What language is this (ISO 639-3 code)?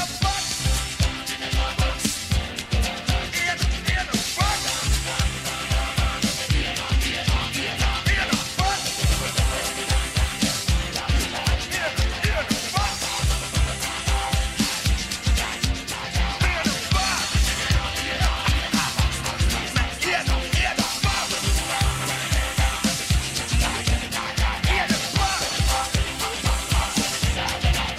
hun